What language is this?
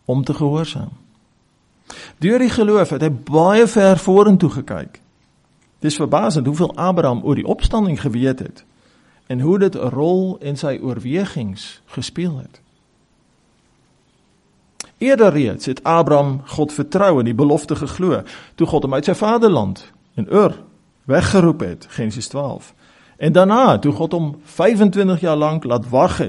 Afrikaans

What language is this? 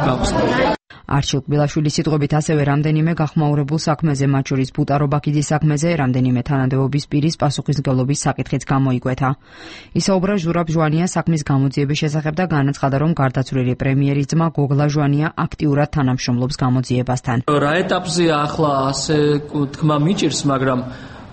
Georgian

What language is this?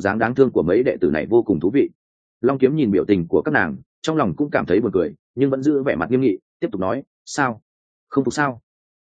Vietnamese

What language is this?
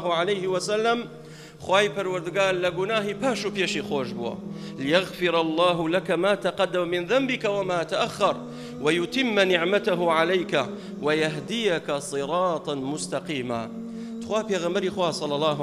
Central Kurdish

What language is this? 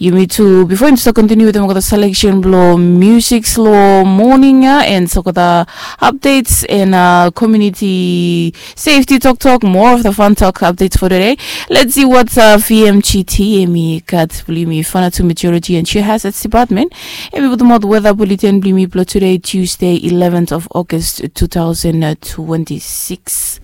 Bislama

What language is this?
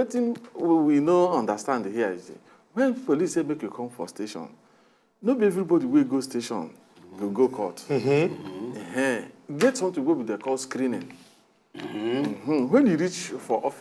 Nigerian Pidgin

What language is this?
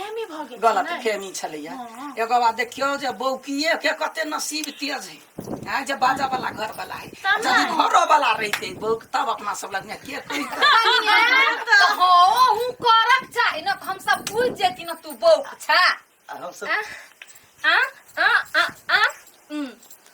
Maithili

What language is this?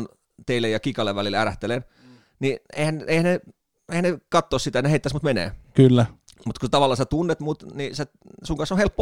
Finnish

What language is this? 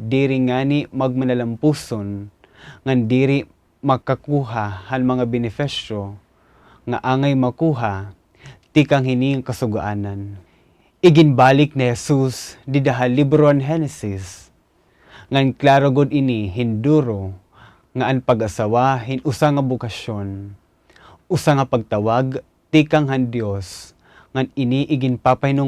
Waray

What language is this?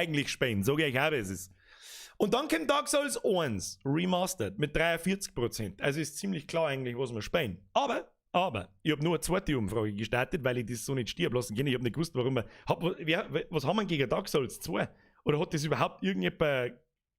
Bavarian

